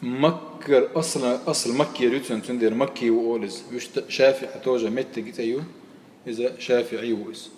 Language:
Chechen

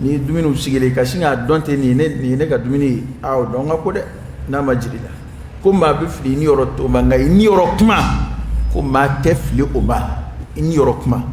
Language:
Dyula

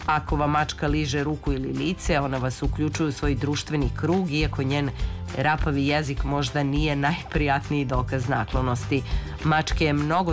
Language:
Serbian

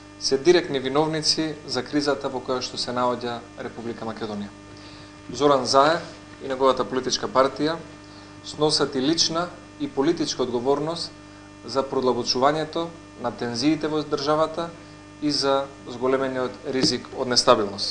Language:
Macedonian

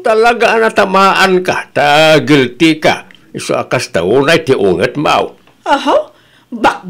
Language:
Iloko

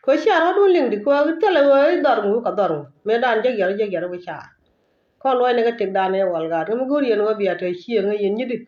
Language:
Nuer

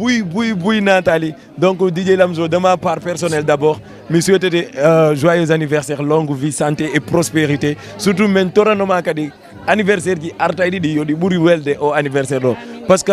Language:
Fula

